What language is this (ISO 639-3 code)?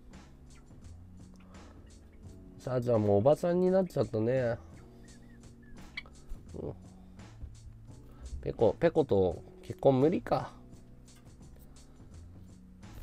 jpn